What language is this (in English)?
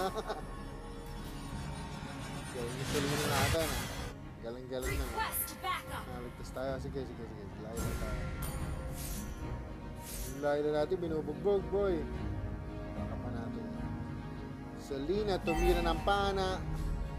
Filipino